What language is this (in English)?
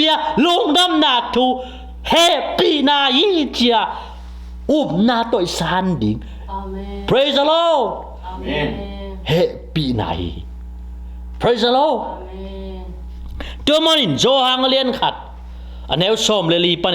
Tedim Chin